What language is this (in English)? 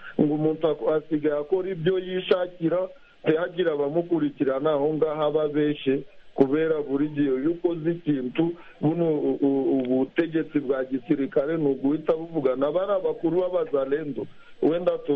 Kinyarwanda